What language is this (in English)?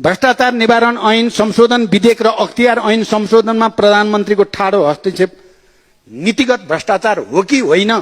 Nepali